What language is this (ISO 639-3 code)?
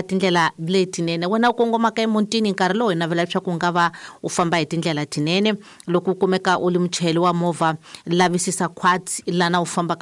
tso